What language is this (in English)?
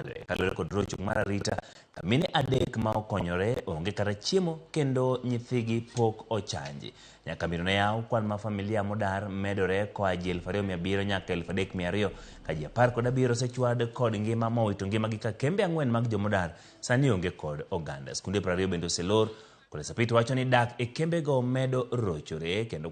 Luo (Kenya and Tanzania)